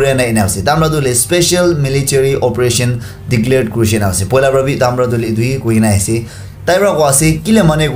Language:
Naga Pidgin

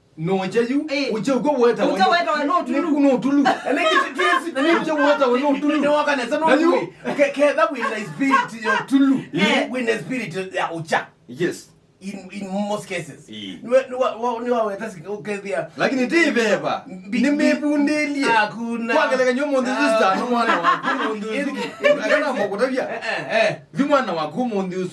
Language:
Kamba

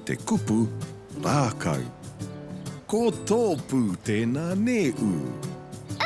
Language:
Māori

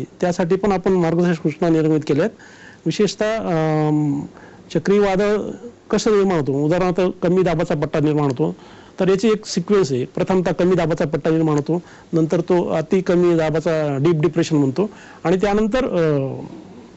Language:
Marathi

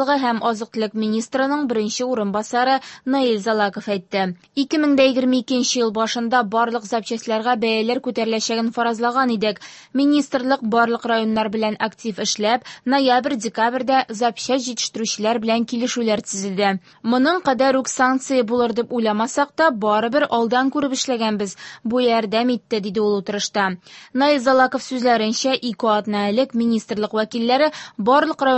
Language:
Tatar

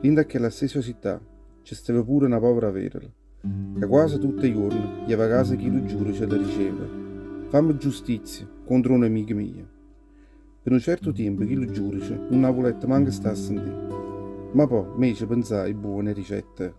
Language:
Neapolitan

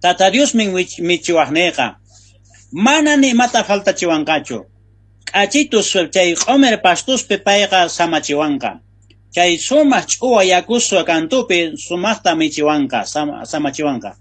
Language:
South Bolivian Quechua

